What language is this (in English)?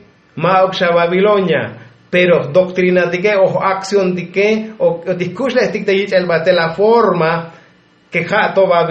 Tzotzil